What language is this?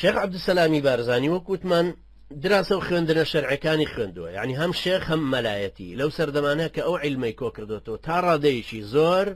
Central Kurdish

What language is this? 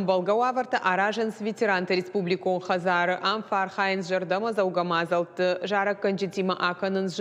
Ossetic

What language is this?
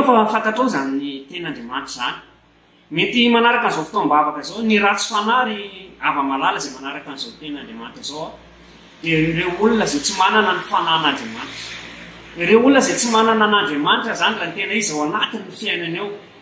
Malagasy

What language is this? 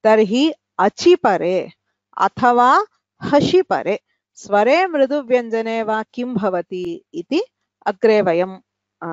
Sanskrit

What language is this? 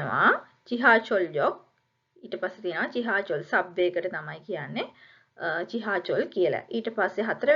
Sinhala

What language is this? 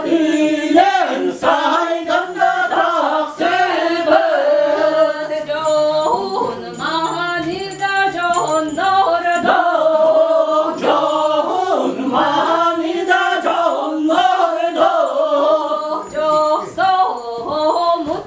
Yakut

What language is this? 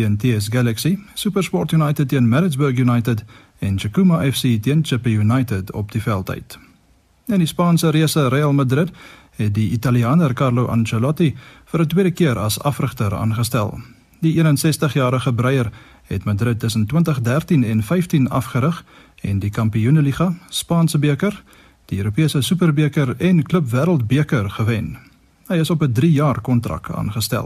Afrikaans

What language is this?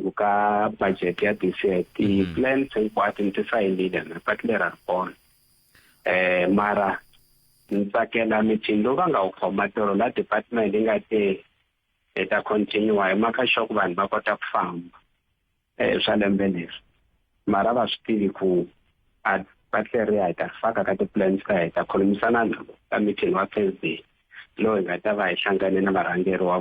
Tsonga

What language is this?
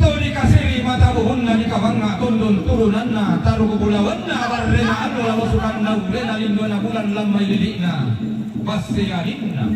Toraja-Sa'dan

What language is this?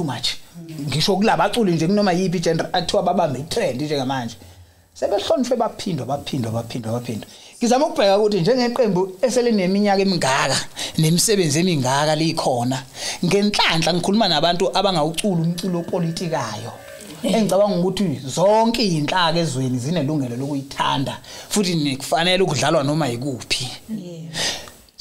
Zulu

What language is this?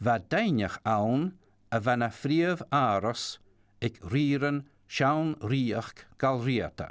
Scottish Gaelic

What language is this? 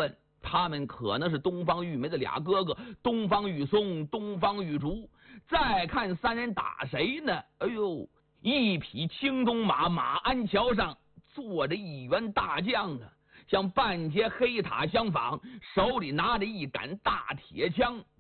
Chinese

